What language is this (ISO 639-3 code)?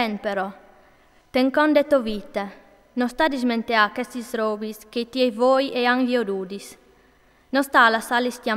fur